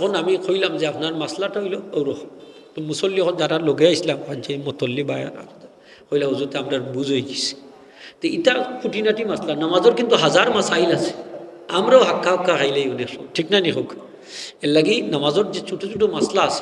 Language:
Sylheti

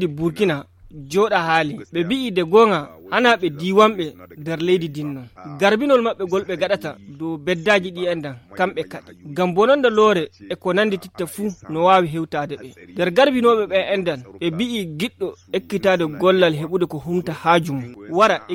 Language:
Fula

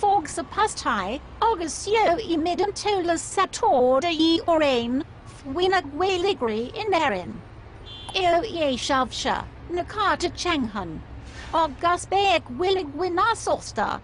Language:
Irish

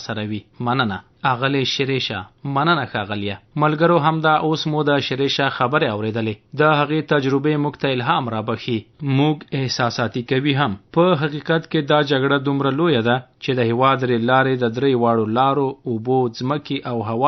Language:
Pashto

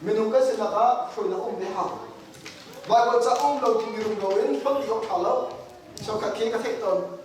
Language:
Hakha Chin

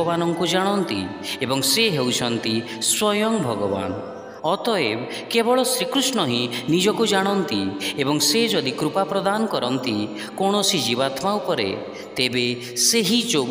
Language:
Odia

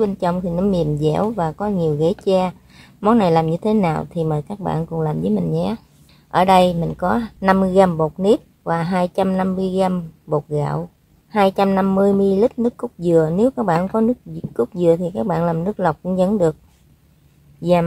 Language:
Vietnamese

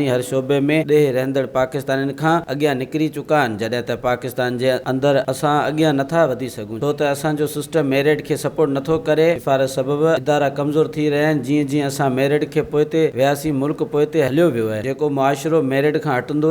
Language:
Sindhi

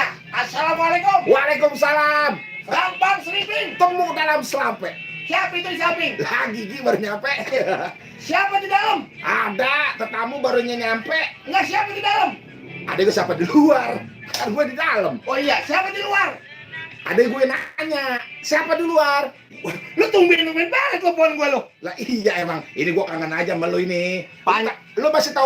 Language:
Betawi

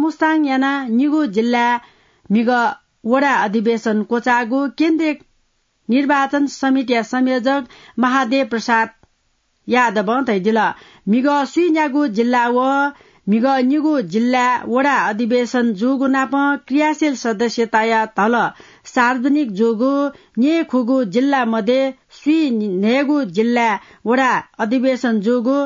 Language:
Newari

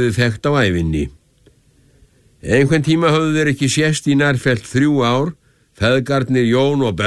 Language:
Icelandic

